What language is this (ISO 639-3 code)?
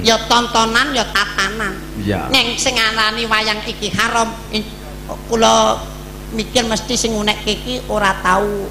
jav